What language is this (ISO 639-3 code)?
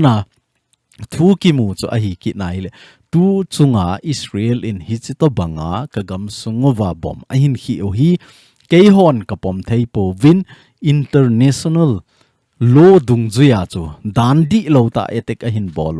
tcz